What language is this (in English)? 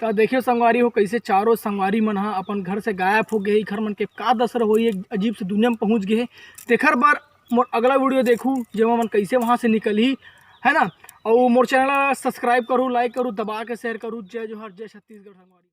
Chhattisgarhi